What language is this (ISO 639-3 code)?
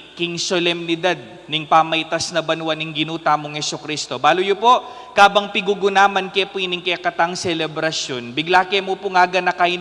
pam